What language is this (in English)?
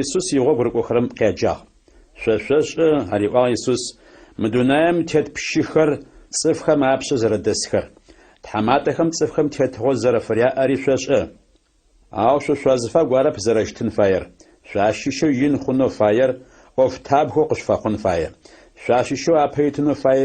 Adyghe